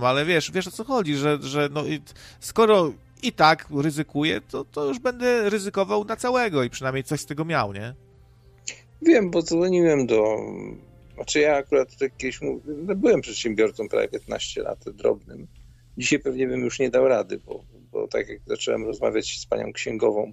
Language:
Polish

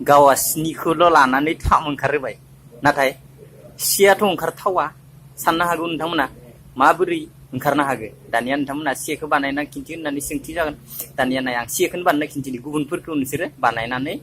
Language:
Bodo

